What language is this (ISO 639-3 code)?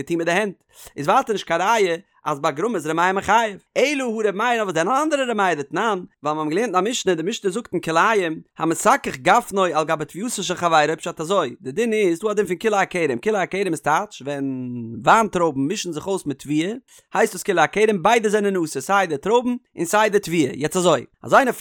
yid